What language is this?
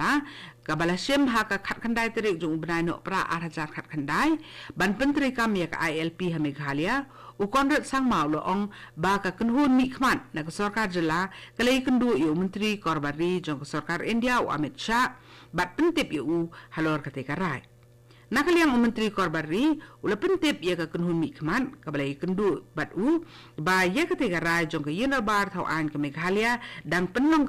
Khasi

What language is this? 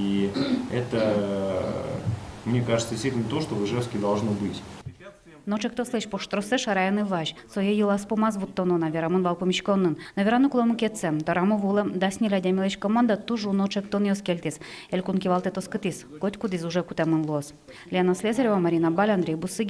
Udmurt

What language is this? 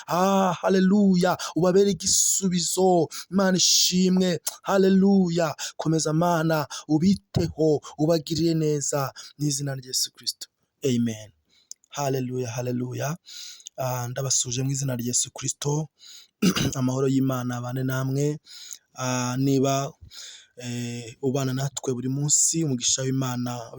Kinyarwanda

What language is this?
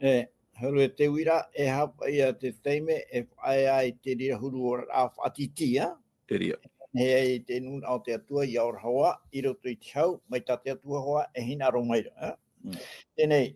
Tahitian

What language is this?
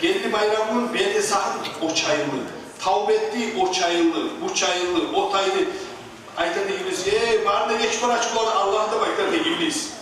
Kumyk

